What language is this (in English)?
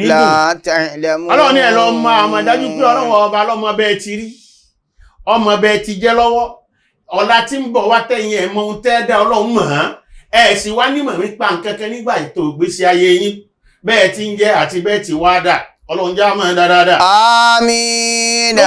Yoruba